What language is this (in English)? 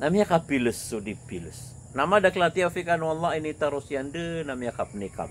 Maranao